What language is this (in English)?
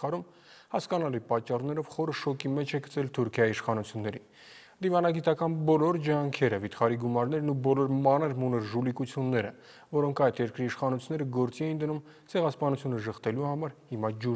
Armenian